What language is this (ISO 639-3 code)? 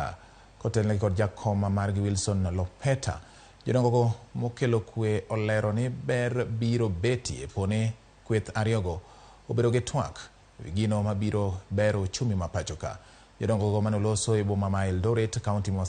luo